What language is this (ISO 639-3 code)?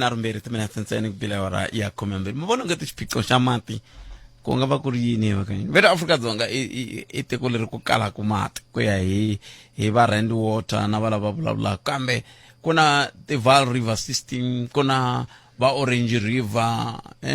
tso